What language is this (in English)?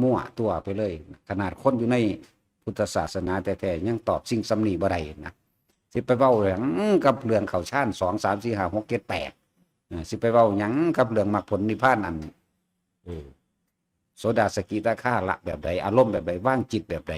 Lao